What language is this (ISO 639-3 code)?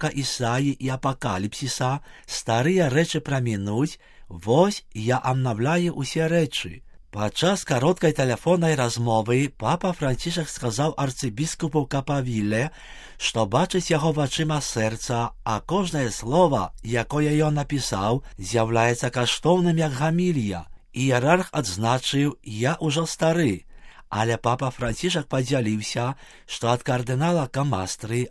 bel